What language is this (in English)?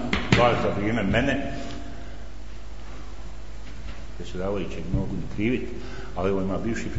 Bosnian